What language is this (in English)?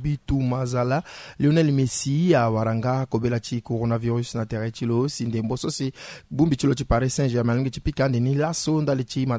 Sango